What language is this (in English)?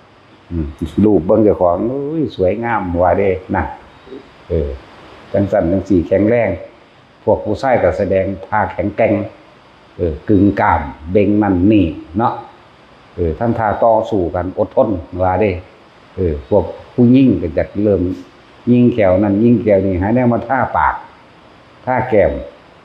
Northeastern Thai